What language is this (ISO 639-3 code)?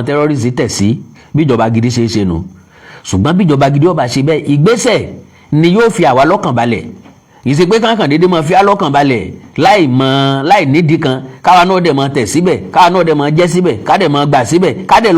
yor